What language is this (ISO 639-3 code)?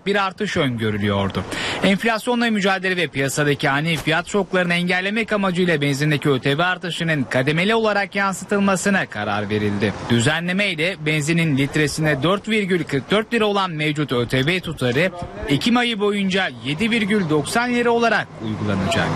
tur